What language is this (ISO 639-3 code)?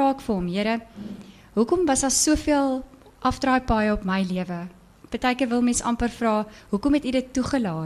afr